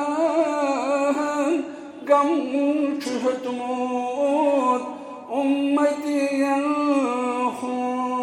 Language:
Kashmiri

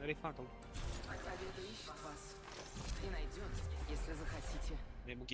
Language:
Yakut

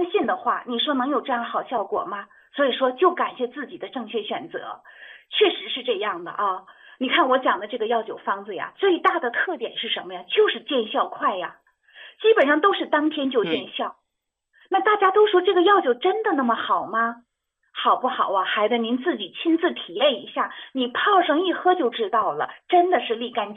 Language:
Chinese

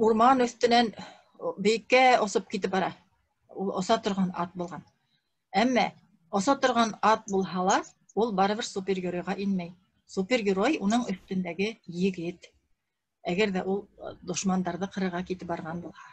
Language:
Bashkir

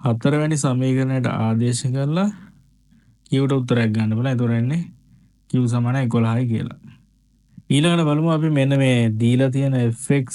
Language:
Sinhala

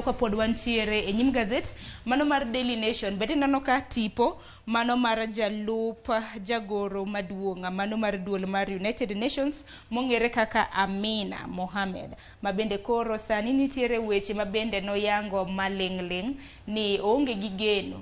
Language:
Luo (Kenya and Tanzania)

